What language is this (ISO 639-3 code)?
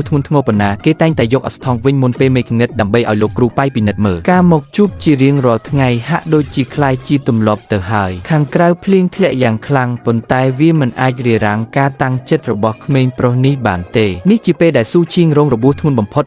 khm